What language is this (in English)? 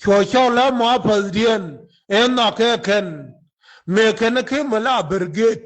Nuer